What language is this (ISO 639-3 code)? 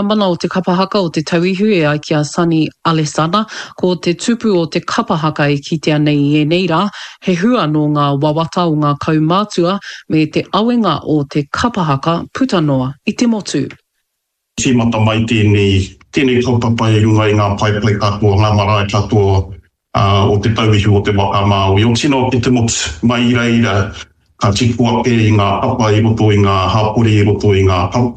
mri